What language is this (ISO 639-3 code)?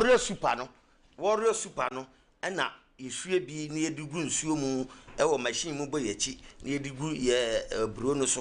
aka